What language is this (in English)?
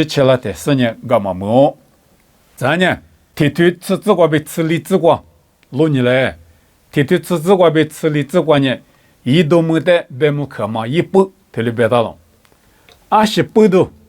Lisu